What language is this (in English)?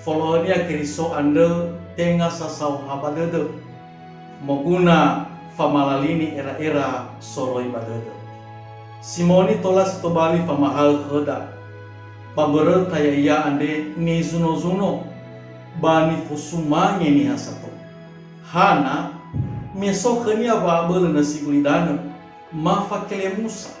Nias